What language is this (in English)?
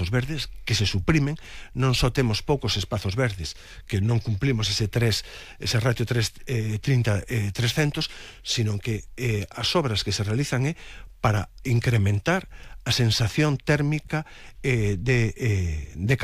Galician